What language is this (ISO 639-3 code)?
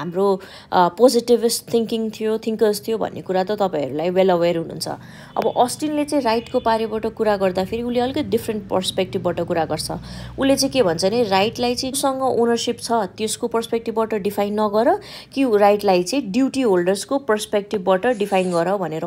nep